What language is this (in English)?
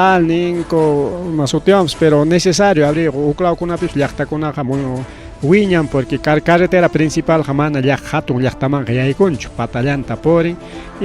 Ayacucho Quechua